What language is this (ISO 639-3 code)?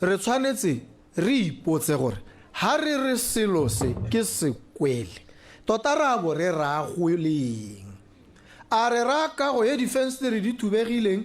tsn